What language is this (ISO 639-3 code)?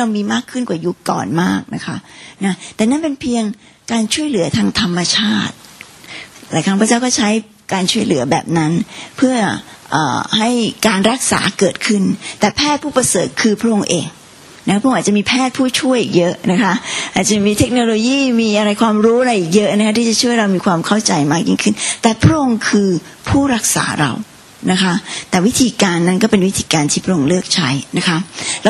tha